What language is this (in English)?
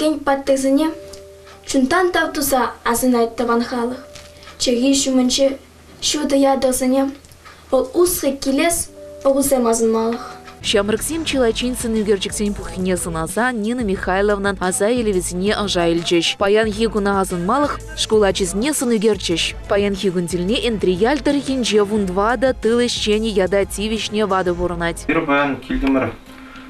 Chuvash